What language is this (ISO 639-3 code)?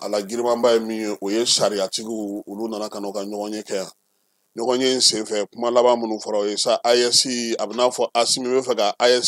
bam